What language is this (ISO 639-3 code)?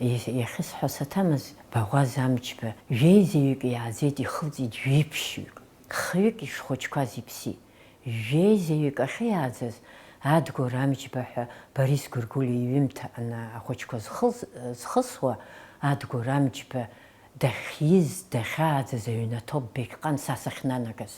abk